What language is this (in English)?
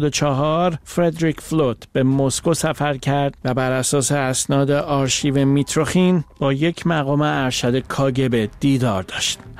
Persian